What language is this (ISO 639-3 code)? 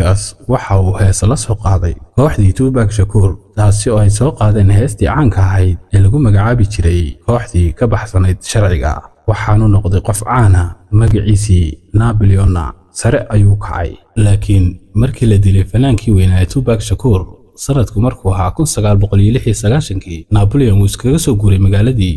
som